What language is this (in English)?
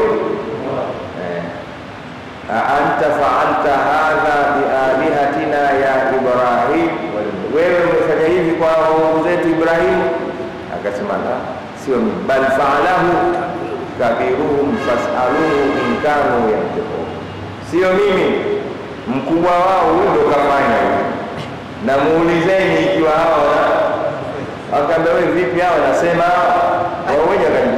Swahili